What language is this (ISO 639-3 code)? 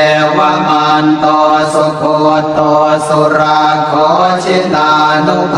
pli